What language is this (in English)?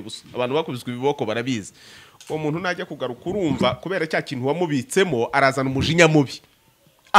Kinyarwanda